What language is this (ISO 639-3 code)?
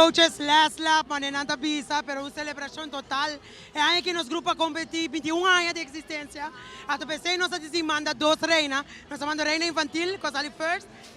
pap